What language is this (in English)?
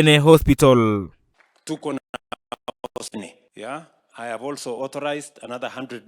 Gusii